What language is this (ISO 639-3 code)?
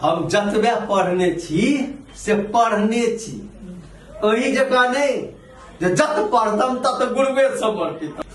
mai